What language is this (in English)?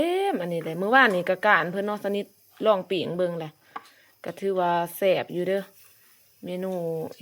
Lao